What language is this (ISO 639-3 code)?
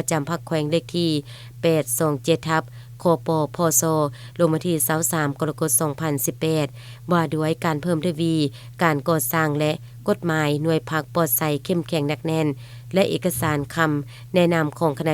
lao